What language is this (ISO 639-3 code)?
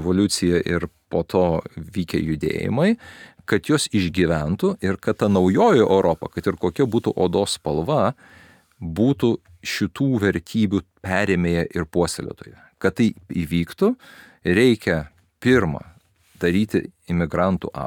lit